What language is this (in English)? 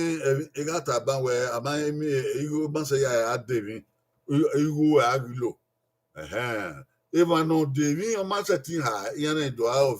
Bini